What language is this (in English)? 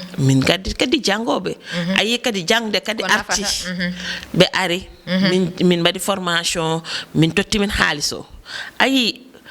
Fula